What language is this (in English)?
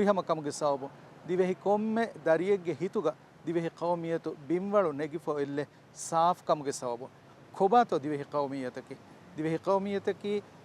Divehi